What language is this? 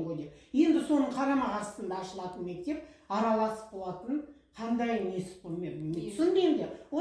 Kazakh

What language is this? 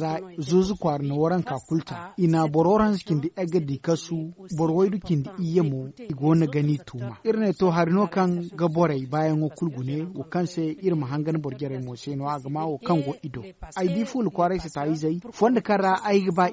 Zarma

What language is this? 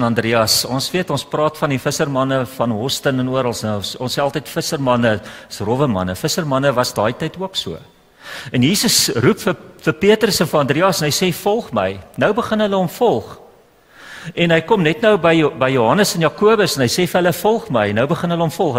Afrikaans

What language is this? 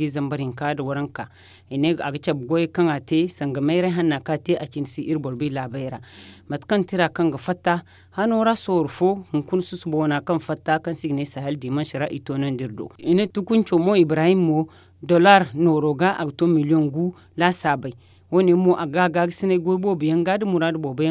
Zarma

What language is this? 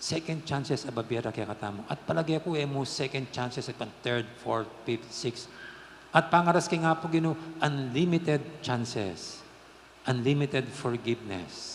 Pampanga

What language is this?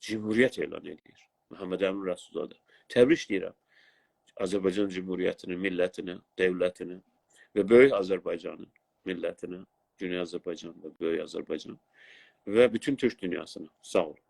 South Azerbaijani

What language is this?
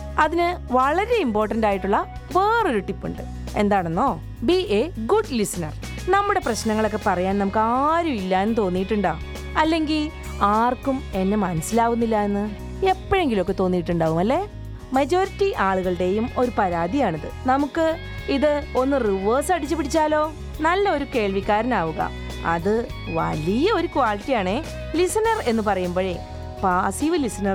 Malayalam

